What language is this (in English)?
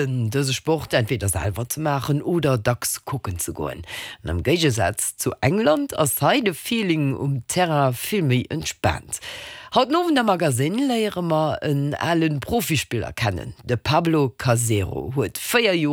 Luxembourgish